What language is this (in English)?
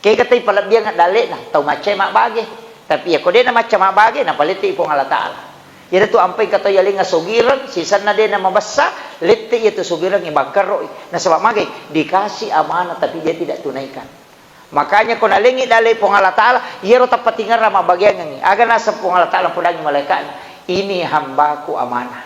Buginese